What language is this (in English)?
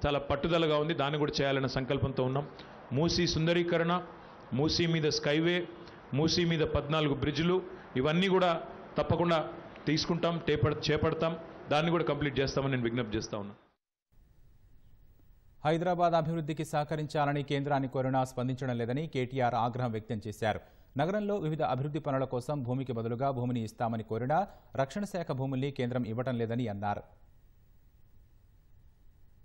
Telugu